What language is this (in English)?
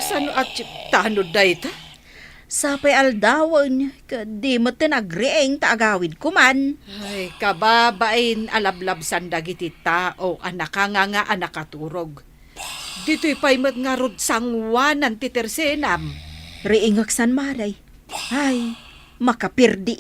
Iloko